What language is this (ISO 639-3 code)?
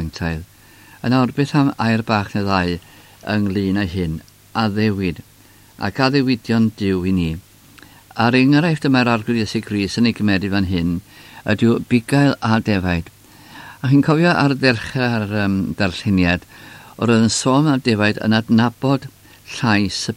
cym